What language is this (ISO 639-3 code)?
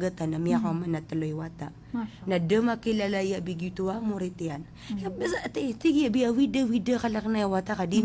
mrw